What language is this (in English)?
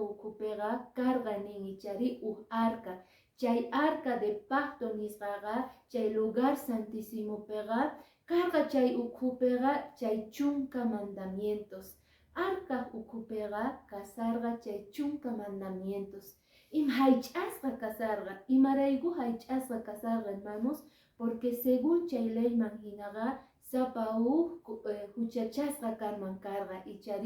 Quechua